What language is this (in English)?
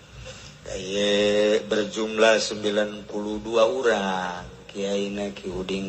Sundanese